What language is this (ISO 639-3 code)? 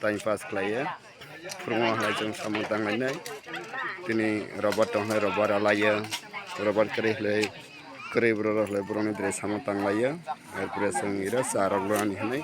trp